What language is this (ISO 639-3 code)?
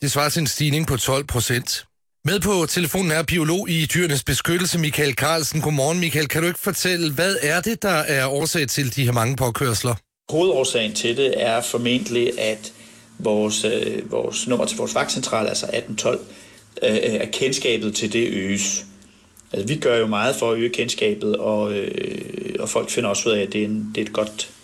dan